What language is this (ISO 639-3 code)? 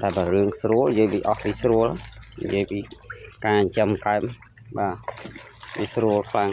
khm